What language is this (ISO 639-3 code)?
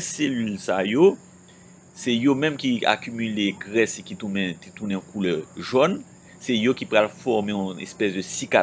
hat